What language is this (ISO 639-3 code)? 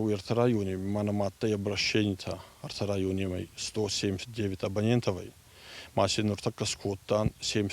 oss